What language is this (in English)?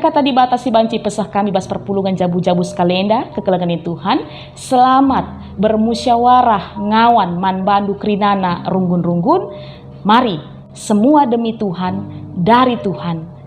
Batak Karo